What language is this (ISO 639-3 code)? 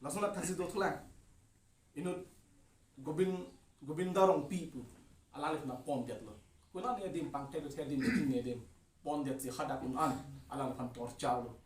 mjw